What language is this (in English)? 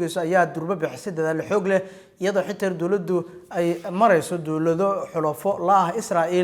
Somali